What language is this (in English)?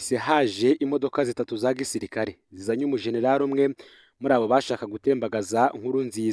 Rundi